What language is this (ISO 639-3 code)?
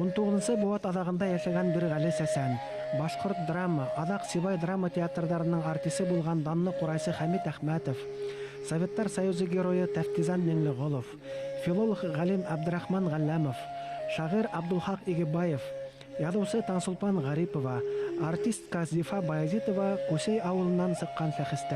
bak